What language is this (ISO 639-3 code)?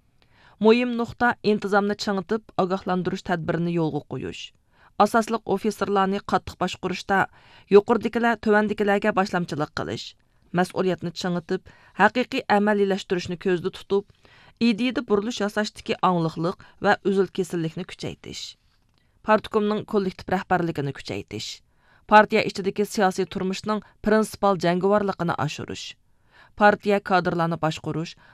uig